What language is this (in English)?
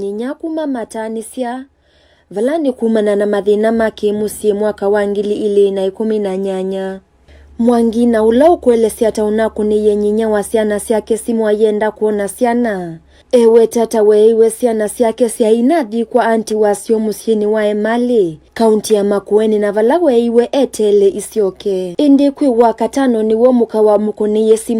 Kamba